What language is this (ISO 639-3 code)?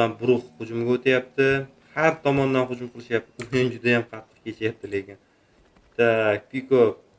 uzb